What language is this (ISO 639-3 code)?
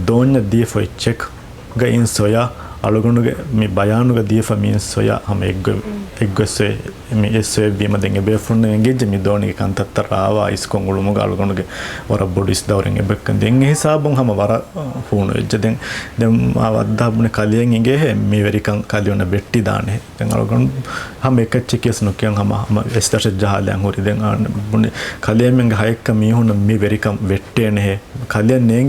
div